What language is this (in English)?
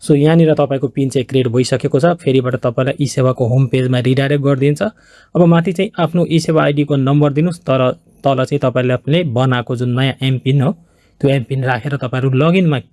Nepali